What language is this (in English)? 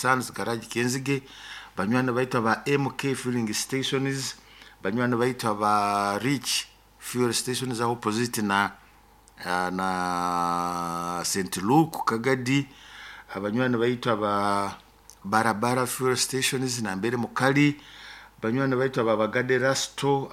Nyoro